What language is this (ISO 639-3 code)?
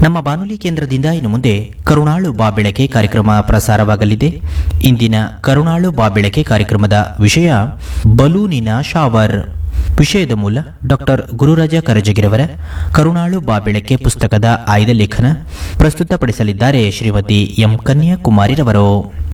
kan